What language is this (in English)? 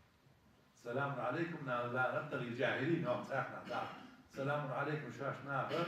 Ingush